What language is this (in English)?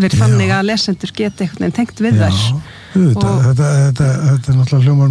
Icelandic